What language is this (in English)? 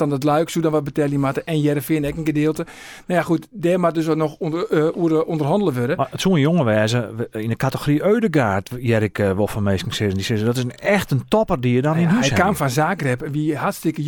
Western Frisian